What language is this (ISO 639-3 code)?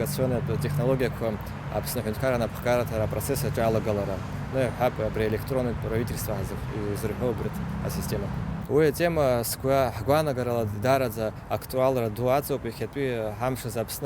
abk